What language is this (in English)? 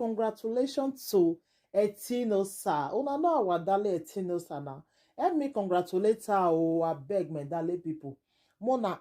Nigerian Pidgin